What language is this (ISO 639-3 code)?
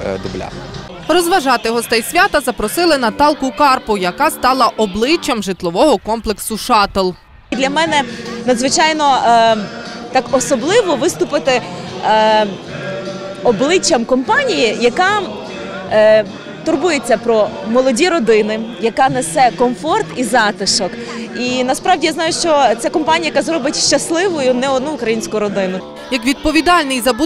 ukr